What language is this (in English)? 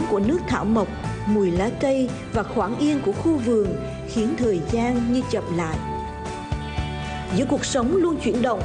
Vietnamese